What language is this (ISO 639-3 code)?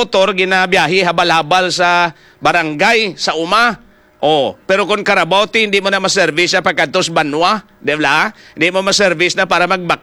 hil